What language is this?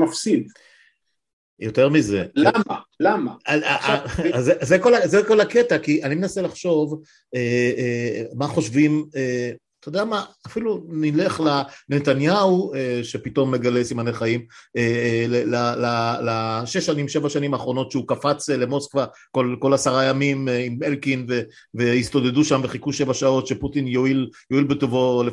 Hebrew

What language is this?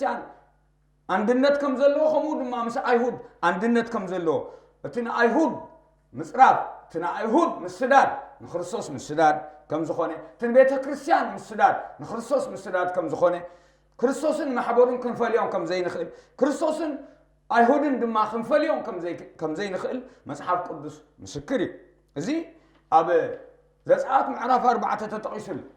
Tigrinya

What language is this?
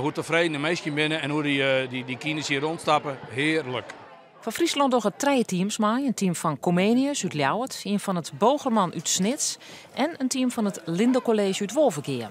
Western Frisian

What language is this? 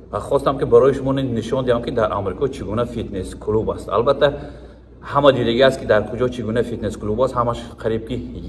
Tajik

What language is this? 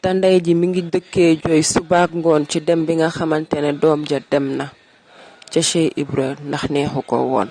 Wolof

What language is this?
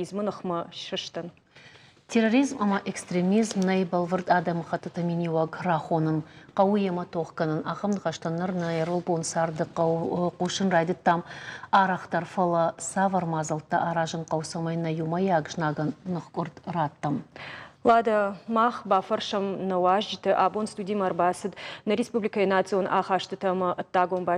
Ossetic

